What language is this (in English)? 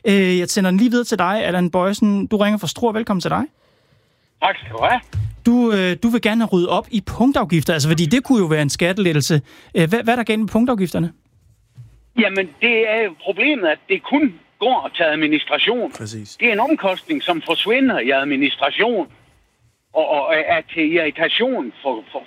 Danish